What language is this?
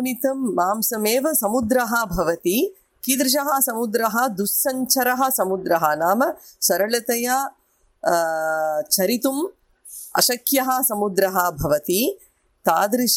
Sanskrit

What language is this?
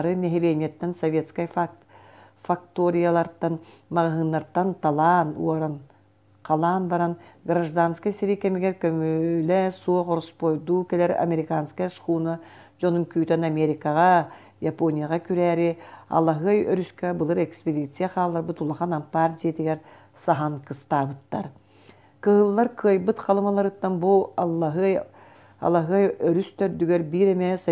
Yakut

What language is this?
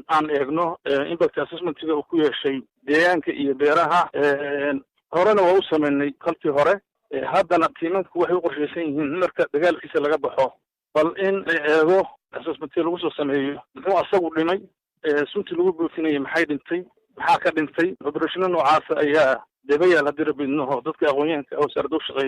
Somali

